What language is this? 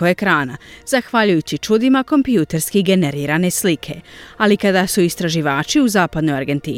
Croatian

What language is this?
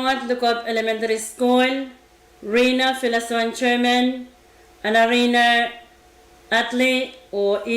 Pohnpeian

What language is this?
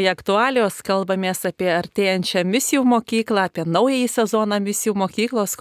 Lithuanian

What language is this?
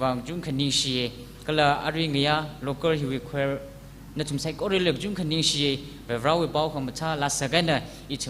Tangkhul Naga (India)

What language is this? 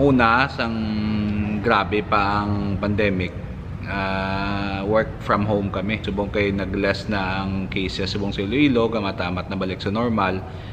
Hiligaynon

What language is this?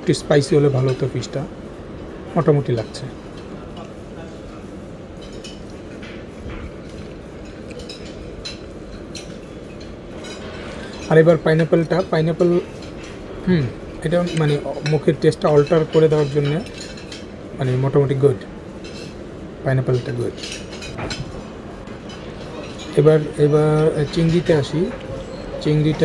Bangla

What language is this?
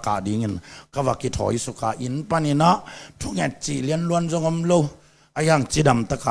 Tedim Chin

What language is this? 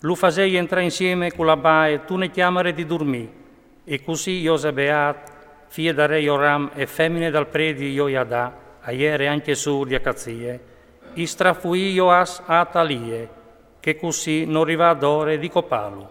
Friulian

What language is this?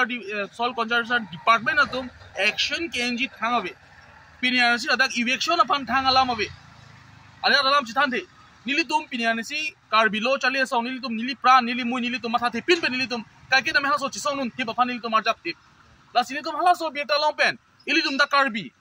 Karbi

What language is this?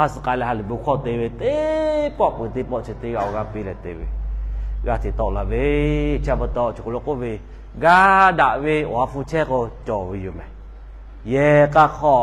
Lahu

